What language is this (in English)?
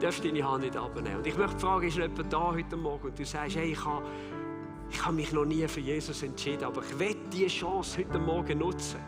Swiss German